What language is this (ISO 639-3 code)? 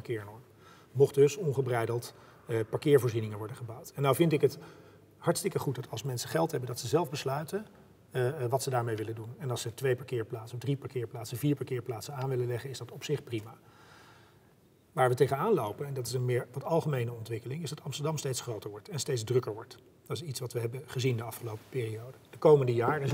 nld